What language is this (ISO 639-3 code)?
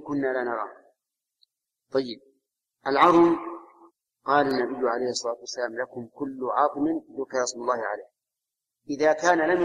ara